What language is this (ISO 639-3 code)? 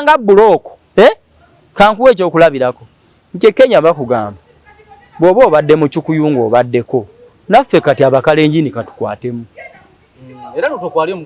lug